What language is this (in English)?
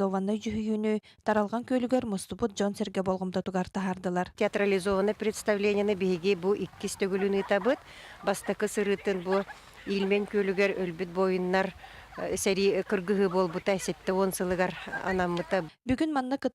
Yakut